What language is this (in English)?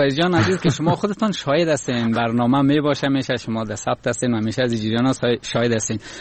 Persian